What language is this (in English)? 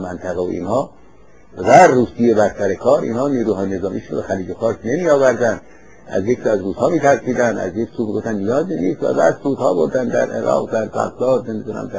Persian